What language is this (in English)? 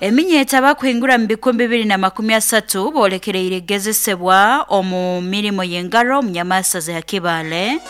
Nyoro